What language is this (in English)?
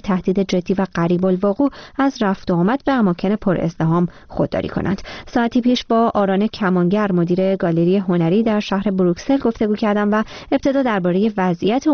Persian